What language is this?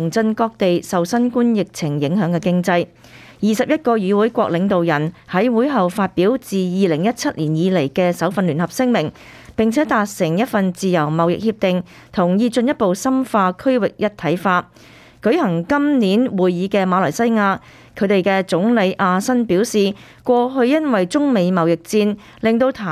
Cantonese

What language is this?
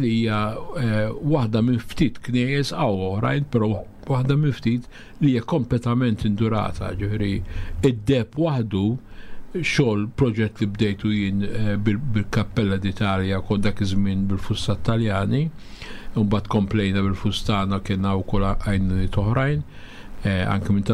Maltese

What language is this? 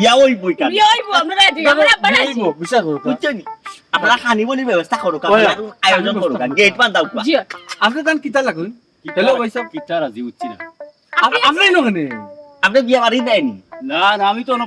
Sylheti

